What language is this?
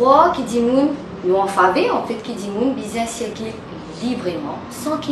Morisyen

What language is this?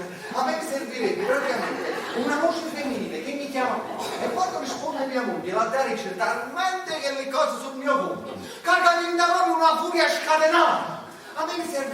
Neapolitan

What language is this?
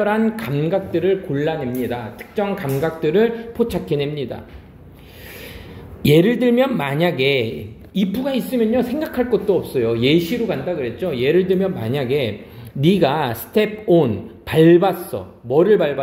Korean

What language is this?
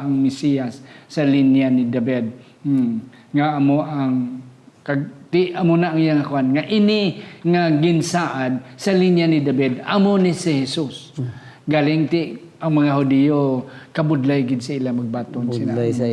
Hiligaynon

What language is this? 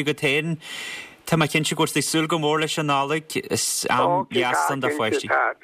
Irish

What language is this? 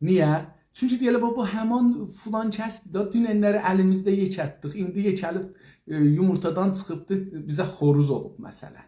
South Azerbaijani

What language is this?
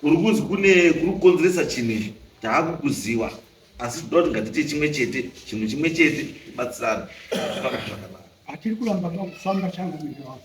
Shona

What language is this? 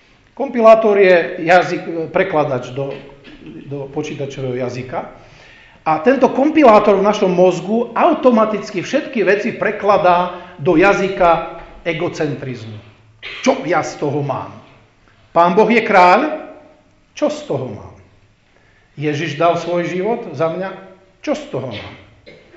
Slovak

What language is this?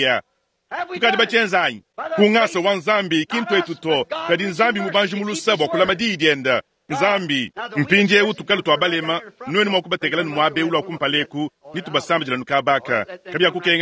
Luba-Lulua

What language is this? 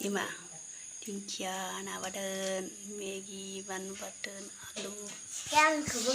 Bodo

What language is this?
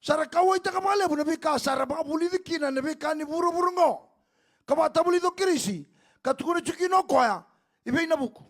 Fijian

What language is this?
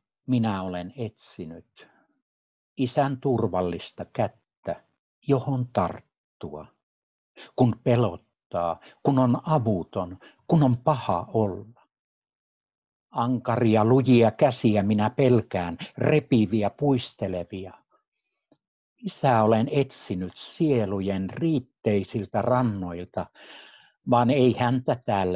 Finnish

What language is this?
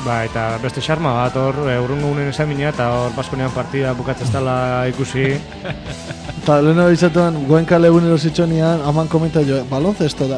Basque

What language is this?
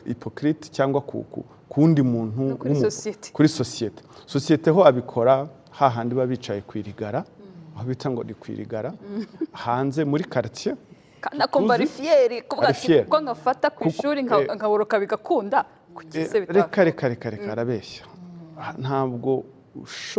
Kinyarwanda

